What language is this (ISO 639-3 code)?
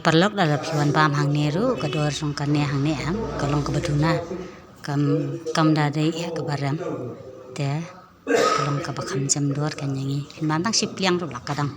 kha